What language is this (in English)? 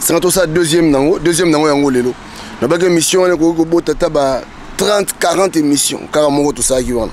Lingala